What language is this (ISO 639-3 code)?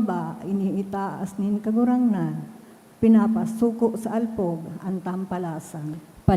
bik